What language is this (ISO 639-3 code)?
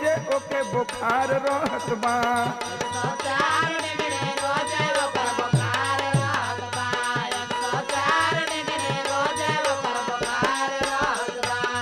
bho